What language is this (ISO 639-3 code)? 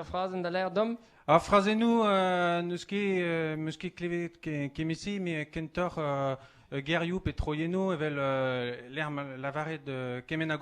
bre